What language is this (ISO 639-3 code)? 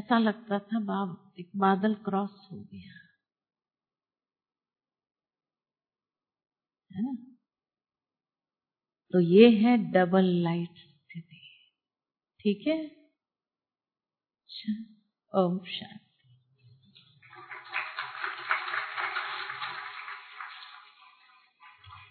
hin